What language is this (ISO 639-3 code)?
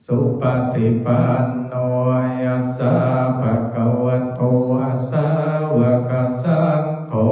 pli